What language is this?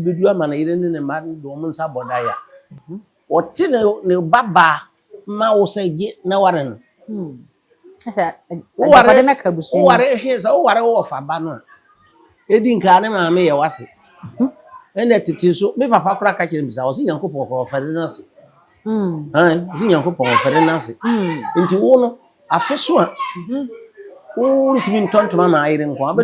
Akan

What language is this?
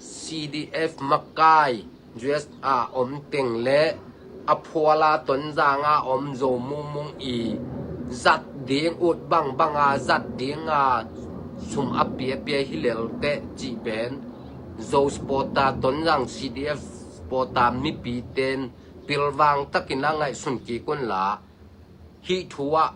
Tedim Chin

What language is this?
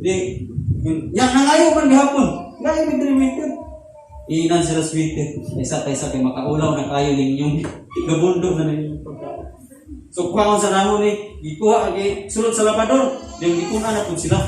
Cebuano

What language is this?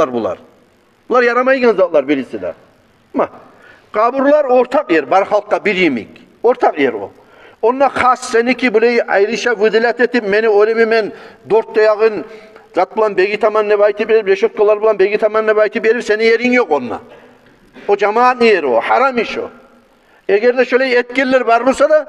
Kumyk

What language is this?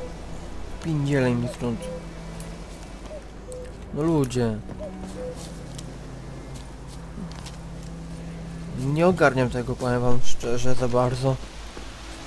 Polish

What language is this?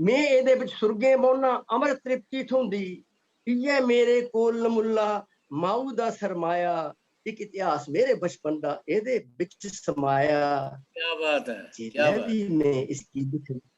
Dogri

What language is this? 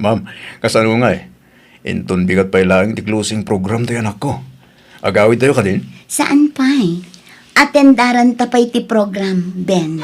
Iloko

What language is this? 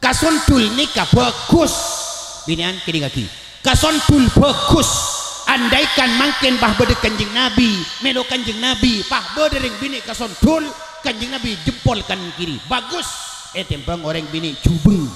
Madurese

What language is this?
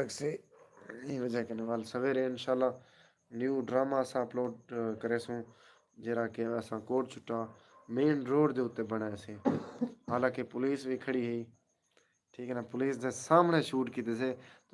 Saraiki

